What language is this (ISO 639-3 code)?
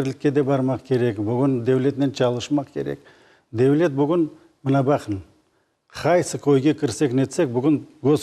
crh